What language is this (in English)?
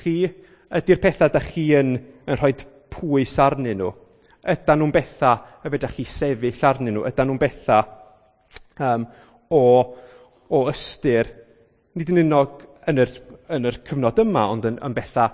Welsh